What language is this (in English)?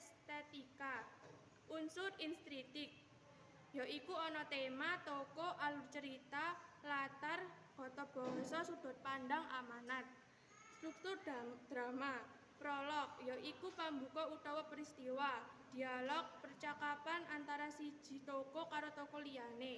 Javanese